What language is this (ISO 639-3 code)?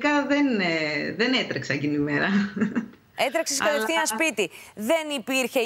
ell